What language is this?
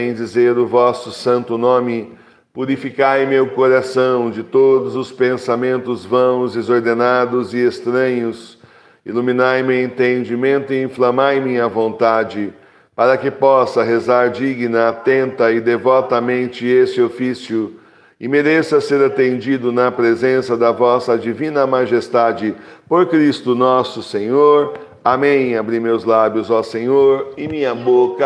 Portuguese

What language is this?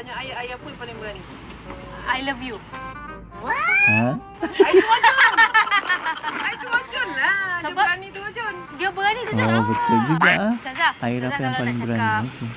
Malay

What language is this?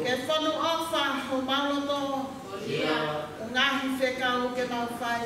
Tongan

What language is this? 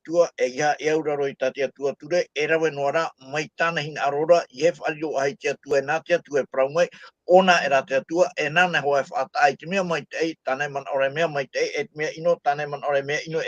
Tahitian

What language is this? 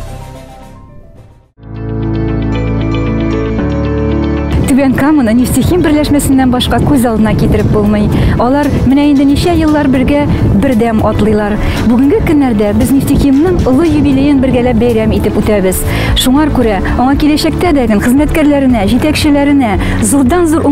Tatar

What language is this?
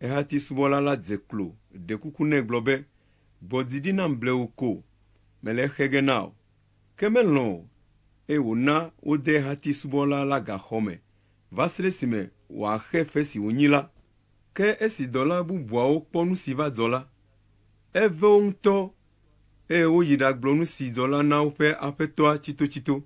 Ewe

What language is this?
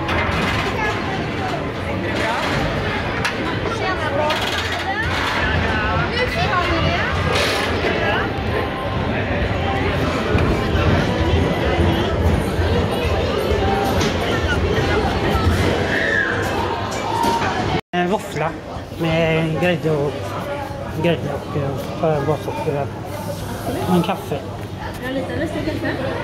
Swedish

